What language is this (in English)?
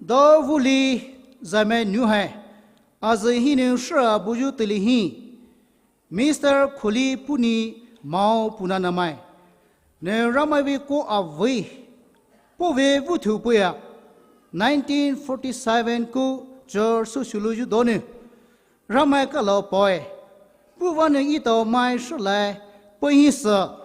Poumei Naga